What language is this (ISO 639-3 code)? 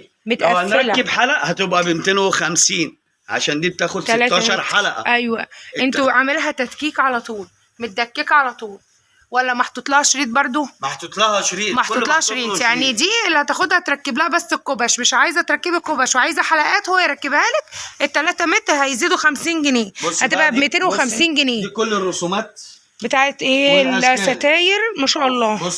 arz